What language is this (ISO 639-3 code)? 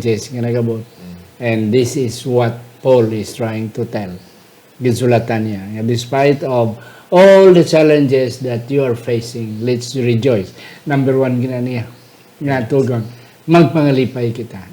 hil